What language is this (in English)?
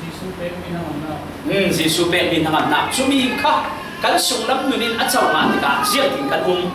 Falam Chin